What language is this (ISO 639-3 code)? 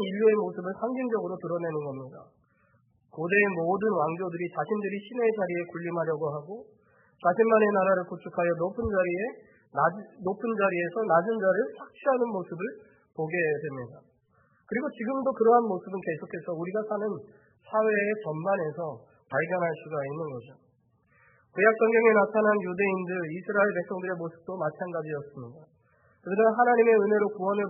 kor